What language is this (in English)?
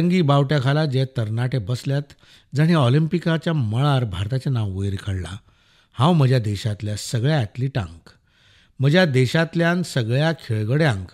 Konkani